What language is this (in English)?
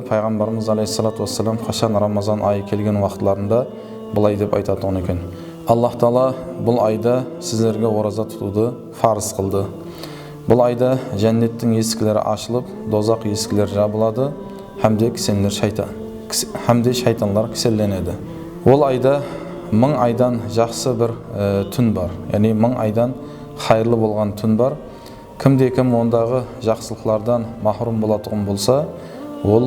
Kara-Kalpak